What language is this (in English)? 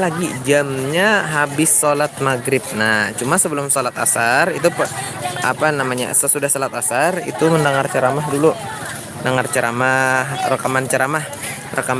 Banjar